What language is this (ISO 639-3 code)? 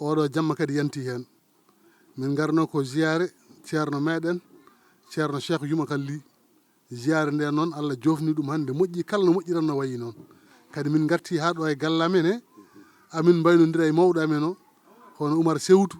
ful